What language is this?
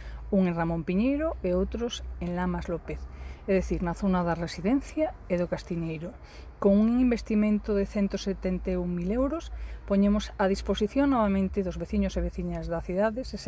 Galician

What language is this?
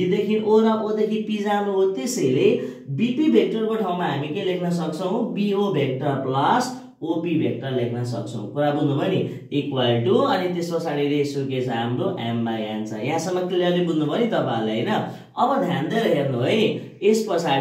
Nepali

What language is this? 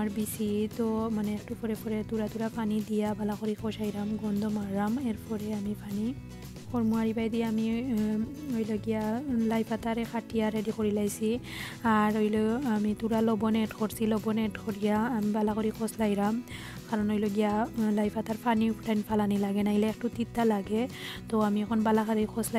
Sylheti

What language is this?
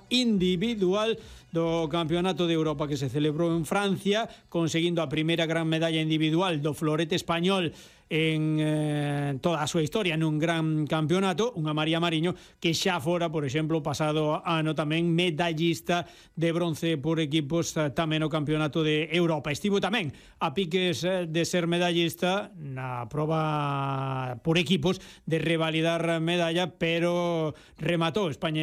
Galician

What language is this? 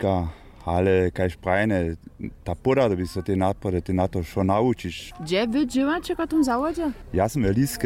Upper Sorbian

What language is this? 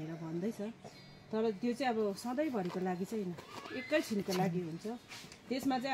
Nepali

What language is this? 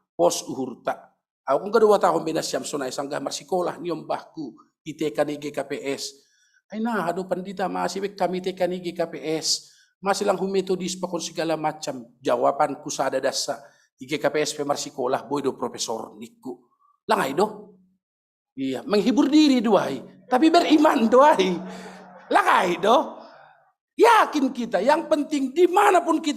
Batak Simalungun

